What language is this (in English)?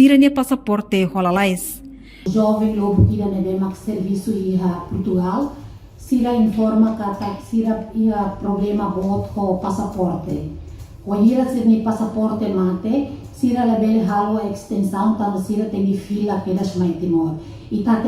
Tetum